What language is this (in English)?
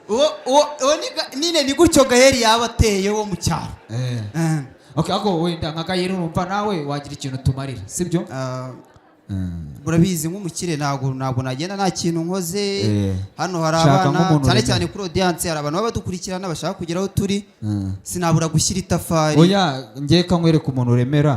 Kinyarwanda